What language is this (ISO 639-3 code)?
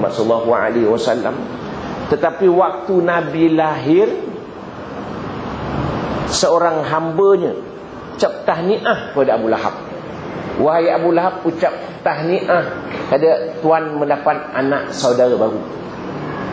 msa